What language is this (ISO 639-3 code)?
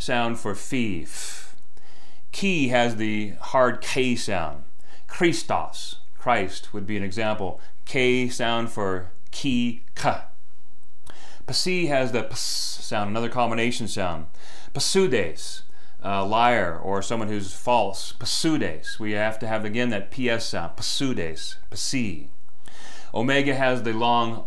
eng